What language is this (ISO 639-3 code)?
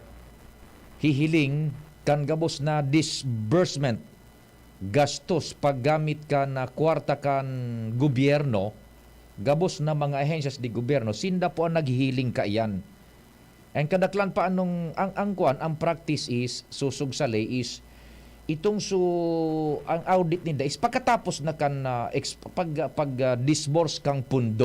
bik